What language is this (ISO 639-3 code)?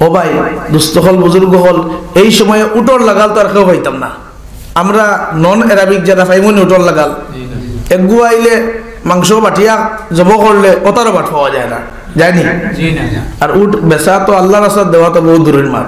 syl